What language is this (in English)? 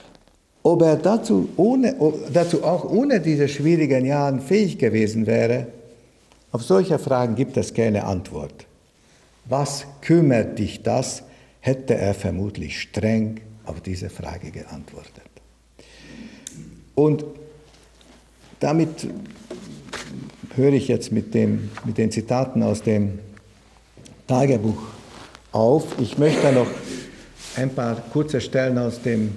German